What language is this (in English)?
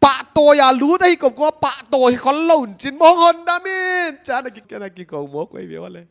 Paite Chin